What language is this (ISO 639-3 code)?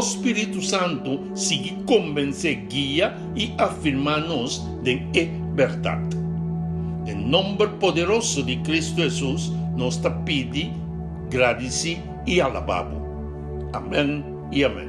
pap